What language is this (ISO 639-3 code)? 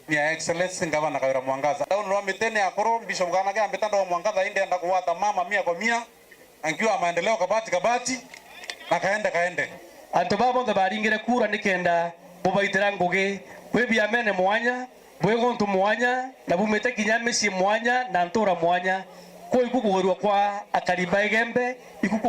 mer